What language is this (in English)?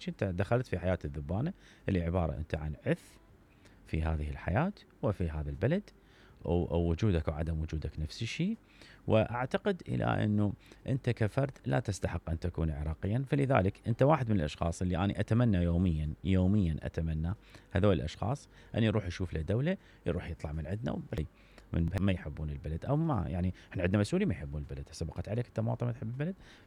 Mesopotamian Arabic